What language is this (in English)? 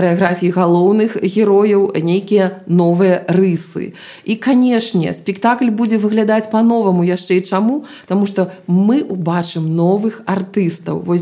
Belarusian